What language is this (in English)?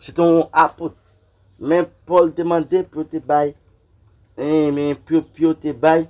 Haitian Creole